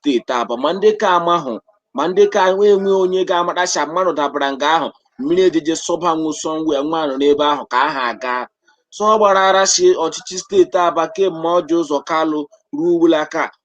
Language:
Igbo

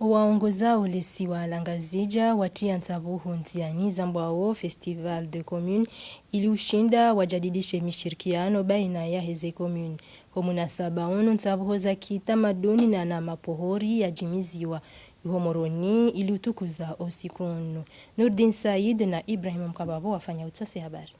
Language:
Ngazidja Comorian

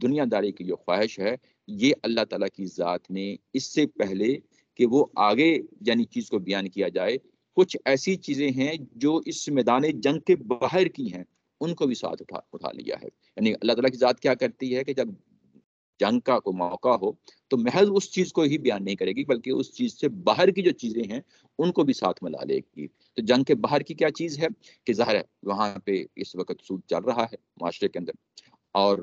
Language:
Urdu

